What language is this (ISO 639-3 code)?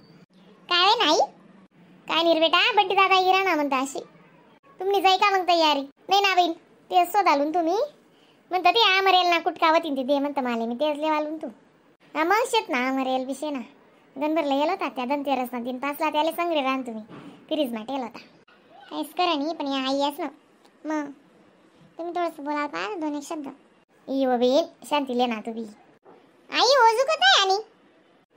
khn